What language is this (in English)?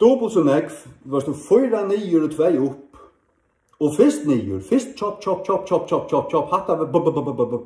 Faroese